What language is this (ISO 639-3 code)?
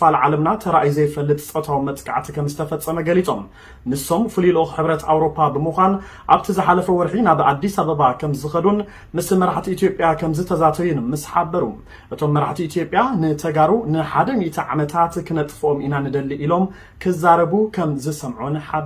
tir